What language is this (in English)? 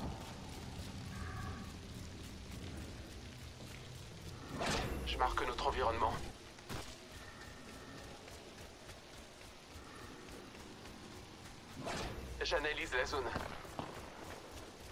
French